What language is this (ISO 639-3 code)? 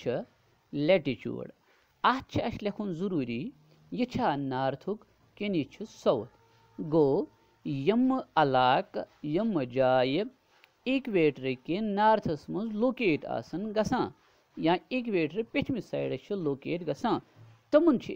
kas